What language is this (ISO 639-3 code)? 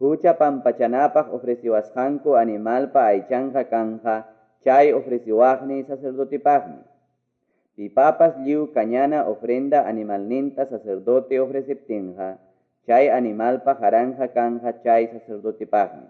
que